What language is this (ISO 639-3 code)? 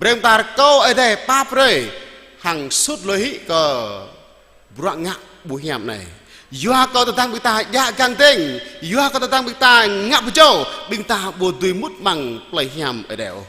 jra